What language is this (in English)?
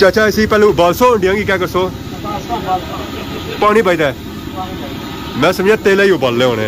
Pahari-Potwari